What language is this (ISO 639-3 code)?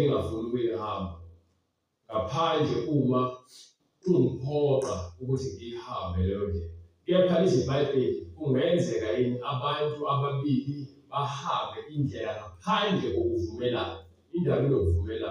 zul